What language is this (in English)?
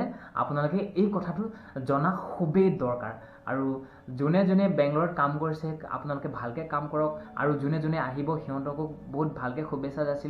Assamese